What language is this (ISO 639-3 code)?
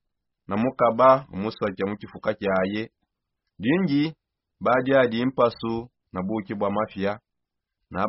sop